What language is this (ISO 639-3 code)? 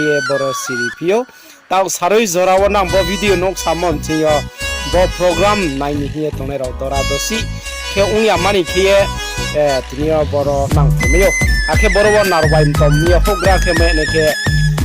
ria